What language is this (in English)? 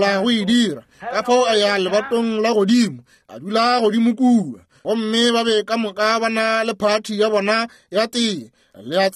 Northern Sotho